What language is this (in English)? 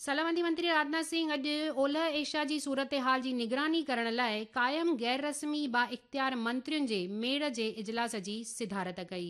Sindhi